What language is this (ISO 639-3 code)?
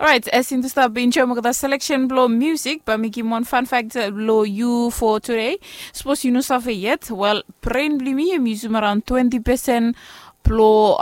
bis